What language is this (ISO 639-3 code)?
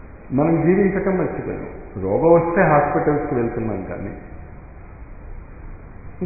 tel